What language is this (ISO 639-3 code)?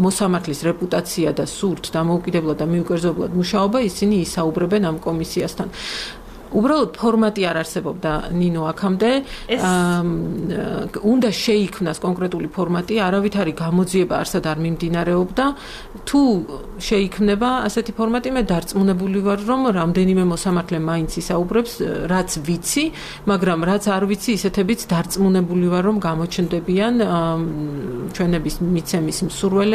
kat